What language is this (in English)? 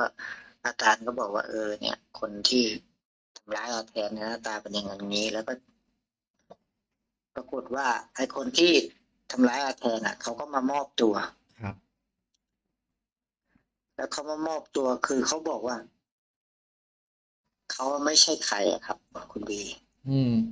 Thai